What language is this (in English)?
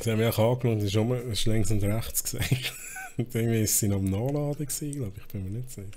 Swiss German